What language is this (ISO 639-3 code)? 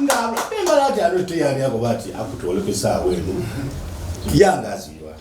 xog